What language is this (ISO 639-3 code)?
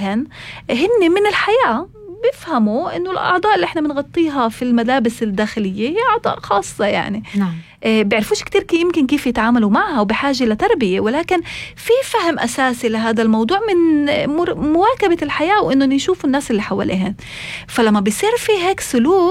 apc